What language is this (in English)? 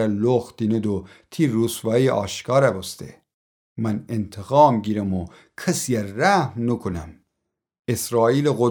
Gilaki